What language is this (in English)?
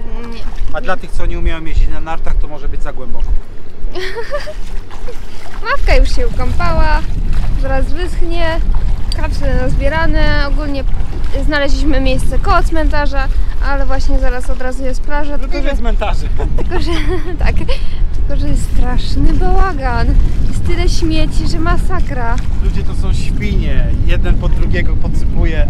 Polish